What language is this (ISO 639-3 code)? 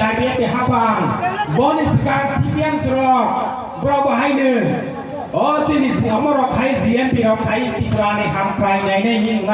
trp